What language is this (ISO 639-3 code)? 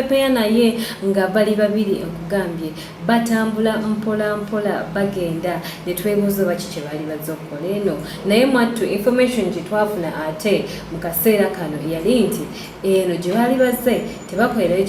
lug